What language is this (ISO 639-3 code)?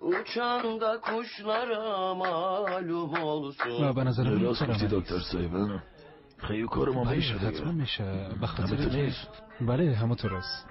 fas